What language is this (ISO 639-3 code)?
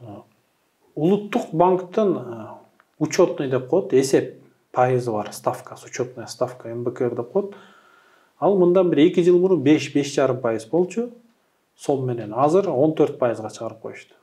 kir